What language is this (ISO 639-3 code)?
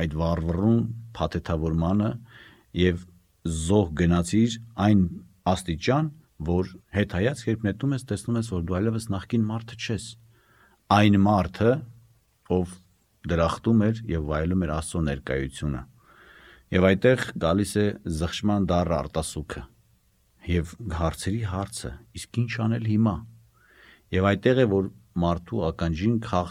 hye